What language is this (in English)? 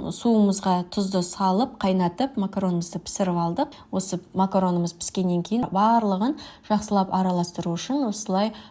Kazakh